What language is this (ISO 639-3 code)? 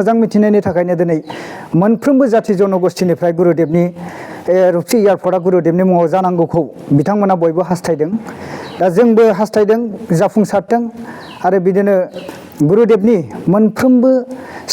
brx